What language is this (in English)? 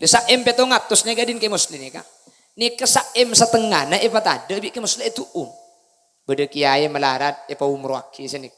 Madurese